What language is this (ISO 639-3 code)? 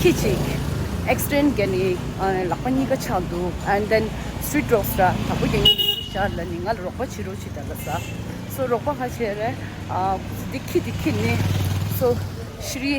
bod